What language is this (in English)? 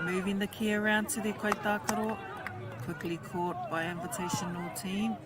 Māori